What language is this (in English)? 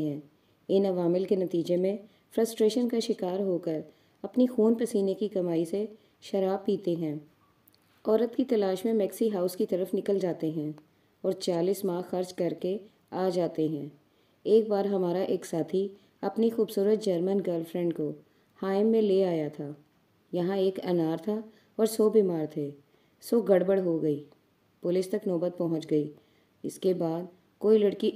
Urdu